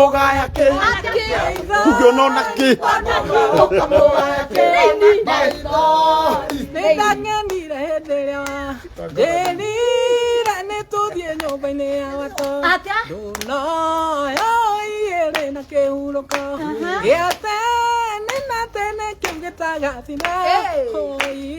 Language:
Kikuyu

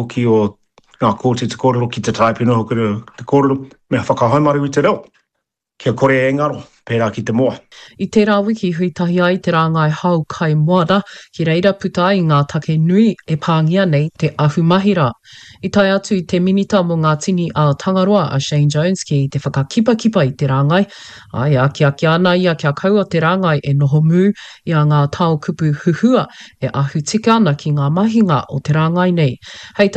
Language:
Māori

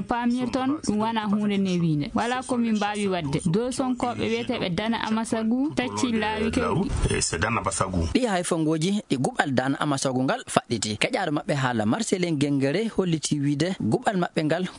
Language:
Fula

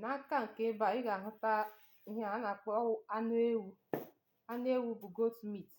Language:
Igbo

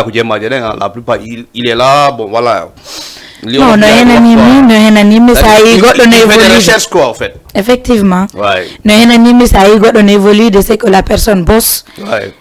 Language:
Fula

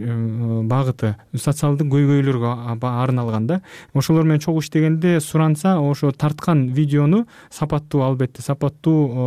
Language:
Kyrgyz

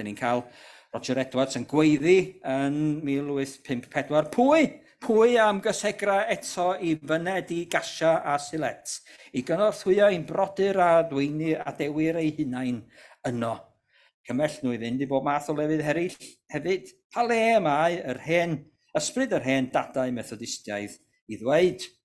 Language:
Welsh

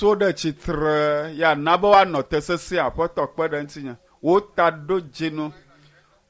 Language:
Ewe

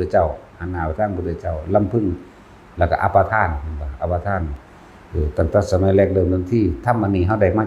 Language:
Northeastern Thai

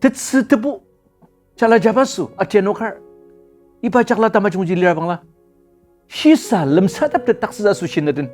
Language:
Ao Naga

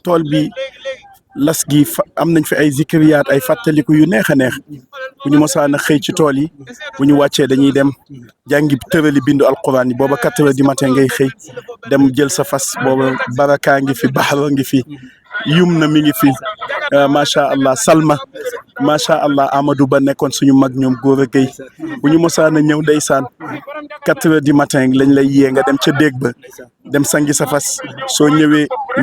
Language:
Wolof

